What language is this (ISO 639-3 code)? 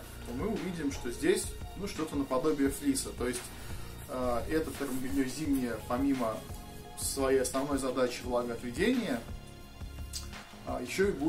rus